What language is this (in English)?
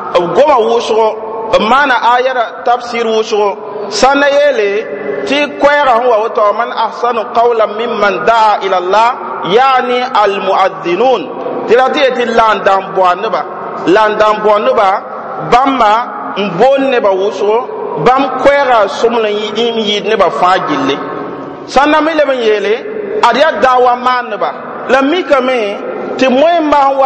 Mossi